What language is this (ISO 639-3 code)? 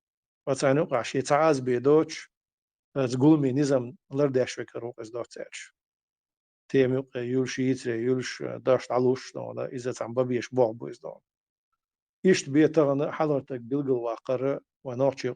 che